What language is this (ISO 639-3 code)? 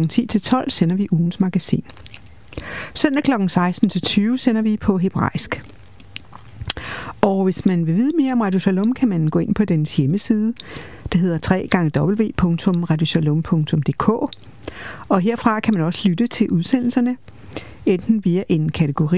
dan